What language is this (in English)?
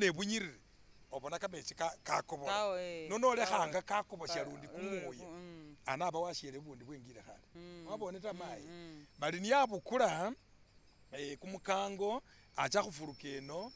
Masaaba